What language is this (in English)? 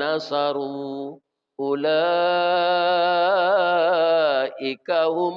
Minangkabau